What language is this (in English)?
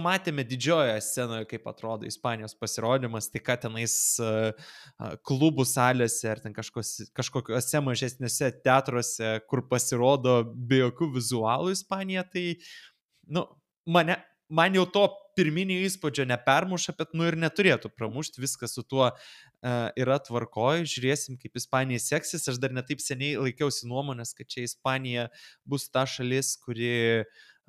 Lithuanian